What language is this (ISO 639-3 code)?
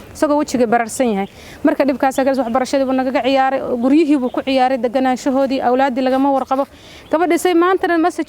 som